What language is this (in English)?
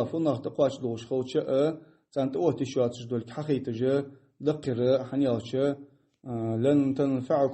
Ingush